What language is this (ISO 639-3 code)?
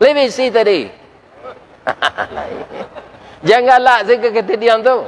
min